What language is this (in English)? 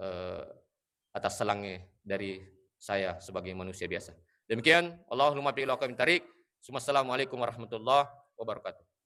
Buginese